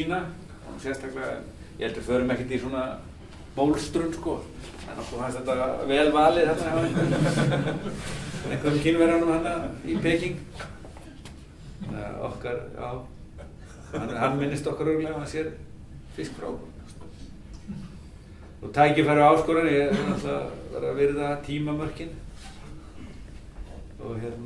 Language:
Icelandic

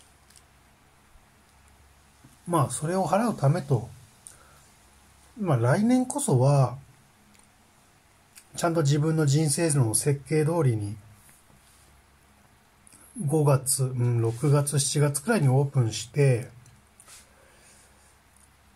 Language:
Japanese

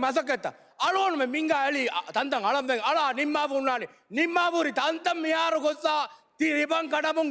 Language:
Divehi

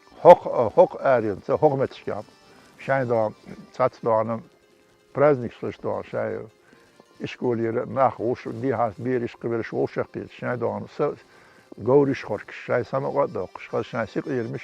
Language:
Chechen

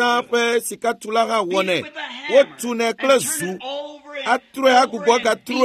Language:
Ewe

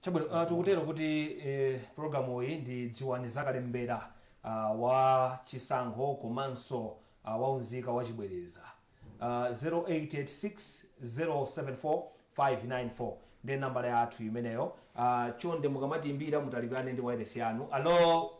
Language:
Nyanja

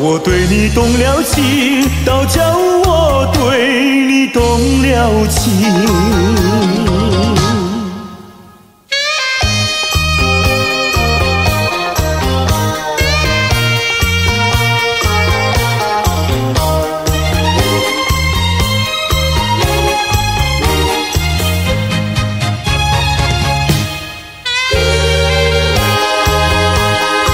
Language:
Chinese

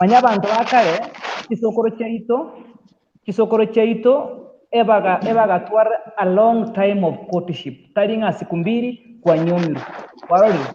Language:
Gusii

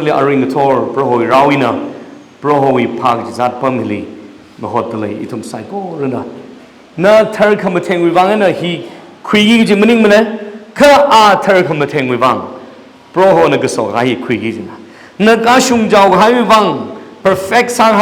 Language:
Tangkhul Naga (India)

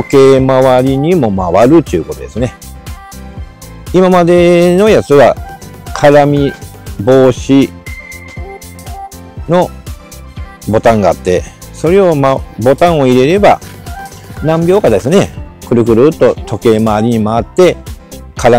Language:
Japanese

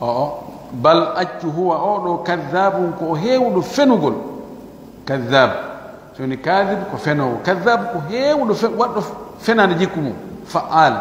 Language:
Pular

